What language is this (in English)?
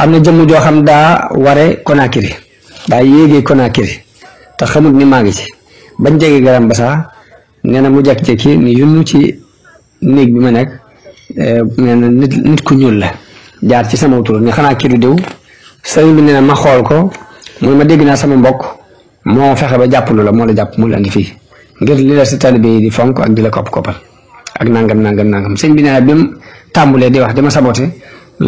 Wolof